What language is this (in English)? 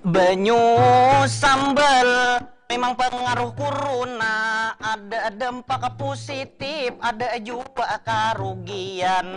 Banjar